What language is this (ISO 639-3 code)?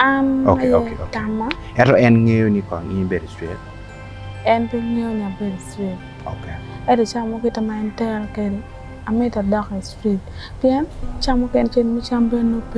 ach